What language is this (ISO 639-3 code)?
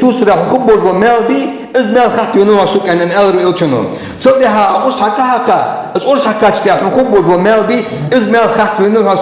inh